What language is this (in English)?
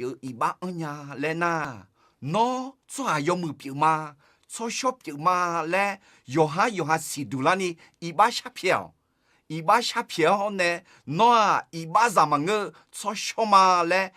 Akha